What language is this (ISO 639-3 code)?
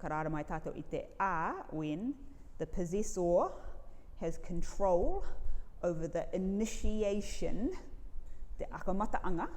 rar